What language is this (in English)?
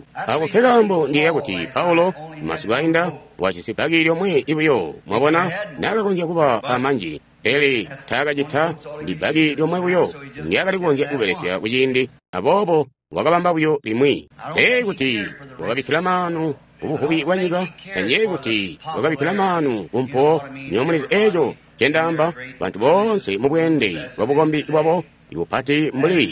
Tonga (Zambia)